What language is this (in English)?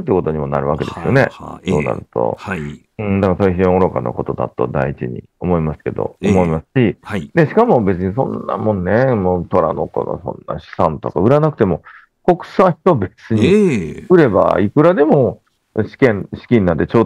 Japanese